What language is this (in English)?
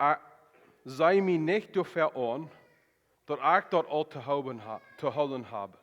Plautdietsch